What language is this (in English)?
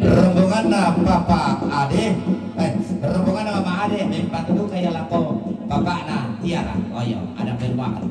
Toraja-Sa'dan